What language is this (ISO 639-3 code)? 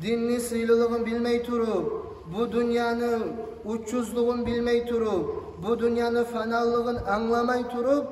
kum